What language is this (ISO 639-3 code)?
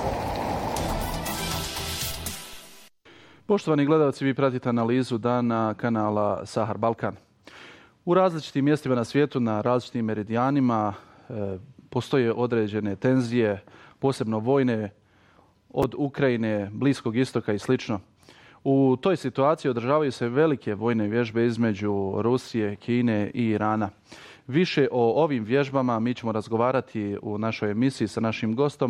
bos